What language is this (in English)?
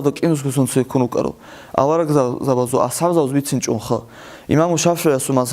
Avaric